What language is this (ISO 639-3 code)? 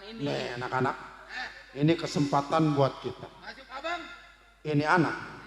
bew